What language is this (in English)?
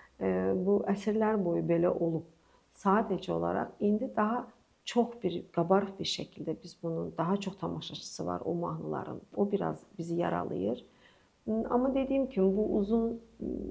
Azerbaijani